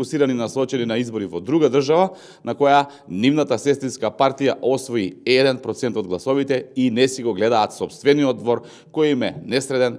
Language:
Macedonian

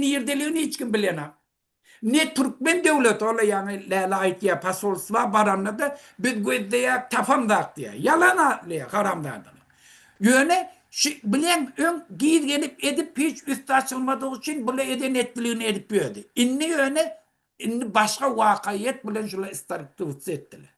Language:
Turkmen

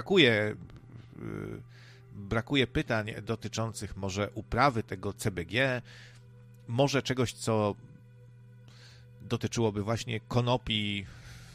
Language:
Polish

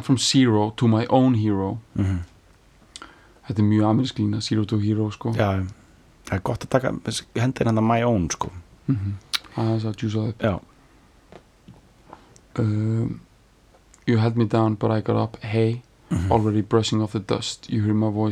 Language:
Icelandic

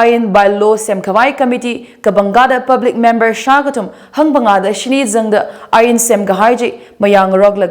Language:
Tangkhul Naga (India)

